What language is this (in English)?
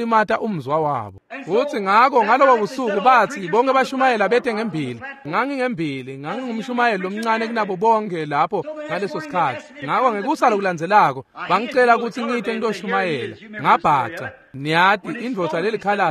Swati